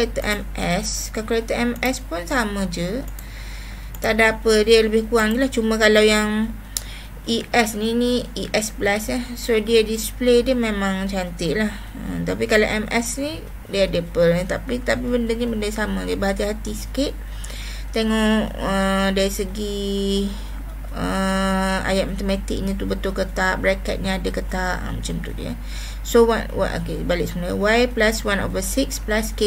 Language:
Malay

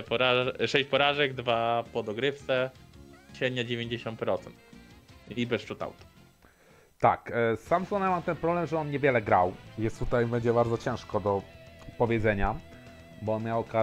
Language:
Polish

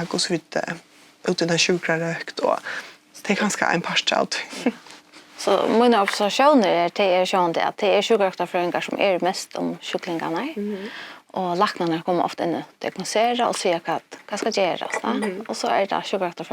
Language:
Faroese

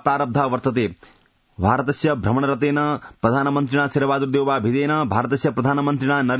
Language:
Sanskrit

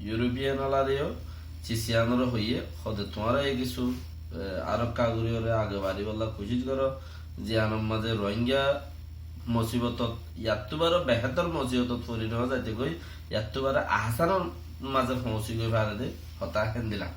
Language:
Rohingya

